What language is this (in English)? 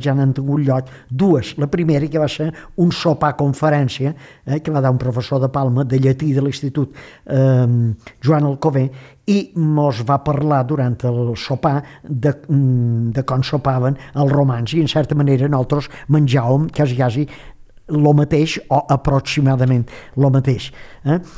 Catalan